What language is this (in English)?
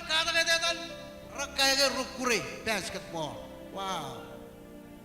Marshallese